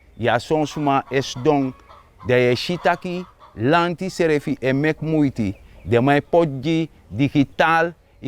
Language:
Sranan Tongo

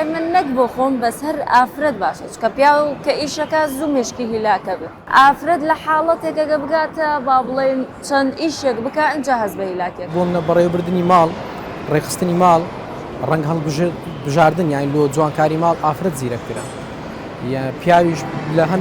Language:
Central Kurdish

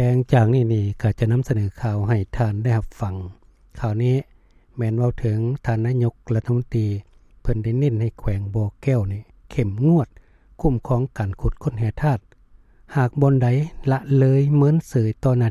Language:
Lao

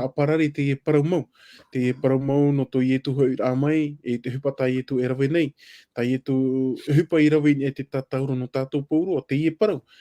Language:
Tahitian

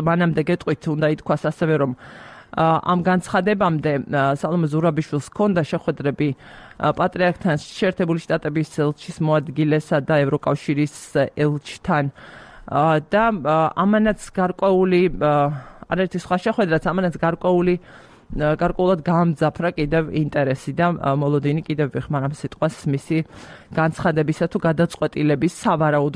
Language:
Georgian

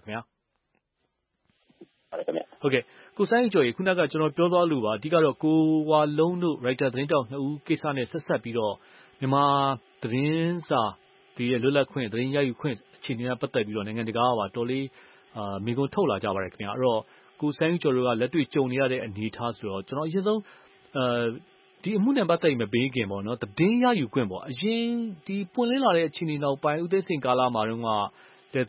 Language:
Burmese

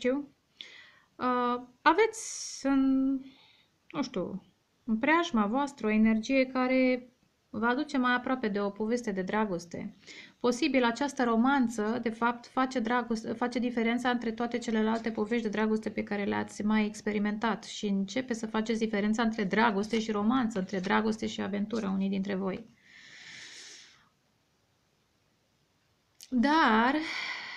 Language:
Romanian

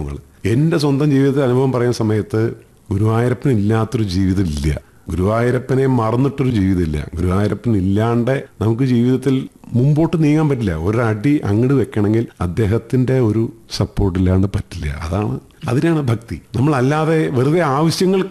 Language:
Malayalam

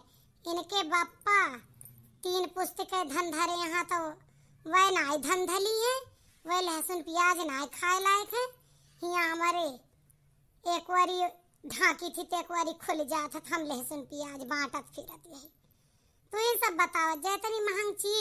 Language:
Awadhi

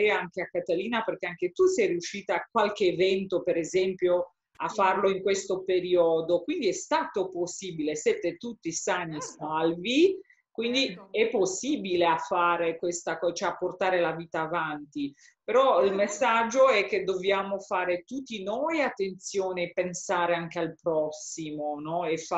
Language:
Italian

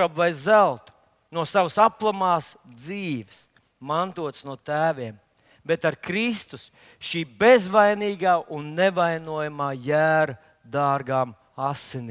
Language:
Latvian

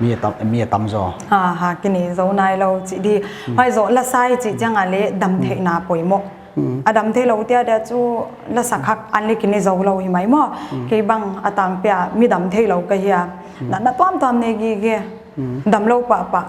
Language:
Paite Chin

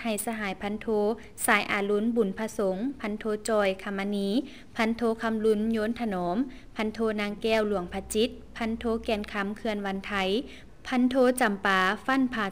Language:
Lao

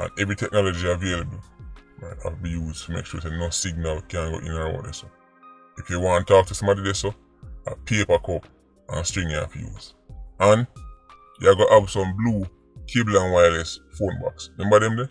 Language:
Jamaican Creole English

